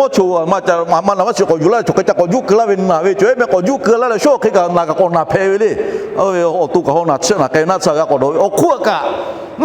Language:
Lahu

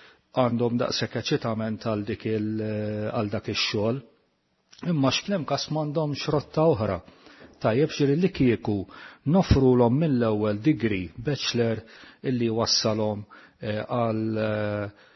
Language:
Maltese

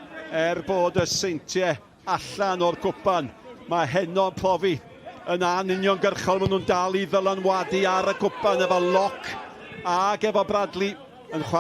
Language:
Welsh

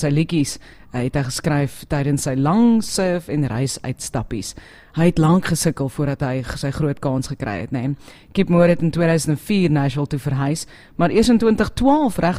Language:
Afrikaans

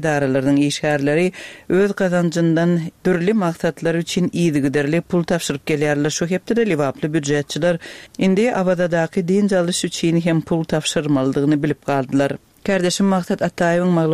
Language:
Turkmen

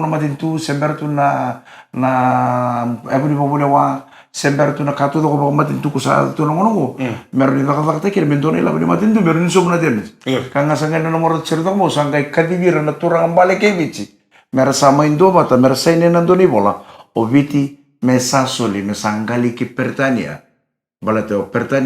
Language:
Fijian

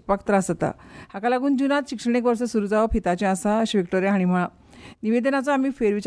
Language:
Konkani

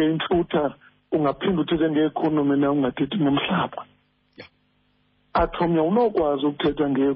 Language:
Xhosa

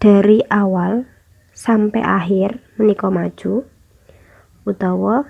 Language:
Javanese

